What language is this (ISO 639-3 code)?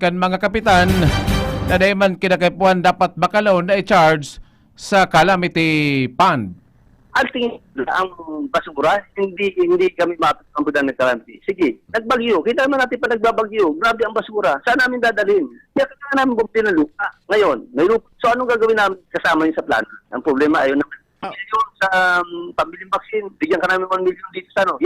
bik